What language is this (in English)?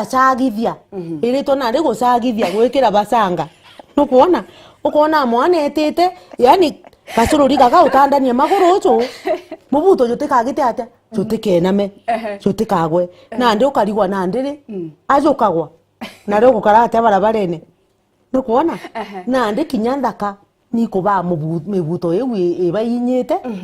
Meru